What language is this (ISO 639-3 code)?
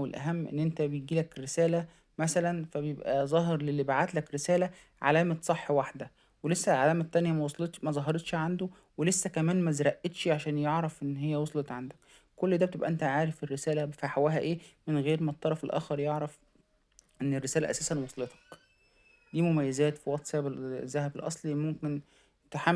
arz